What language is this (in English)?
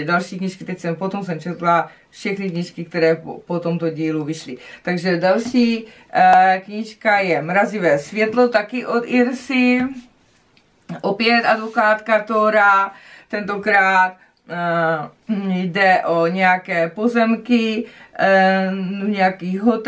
Czech